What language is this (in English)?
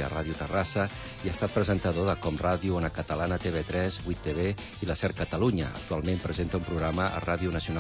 Catalan